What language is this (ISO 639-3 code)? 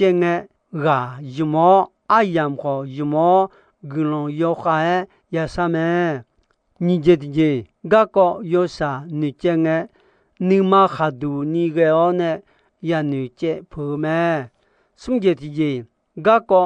ahk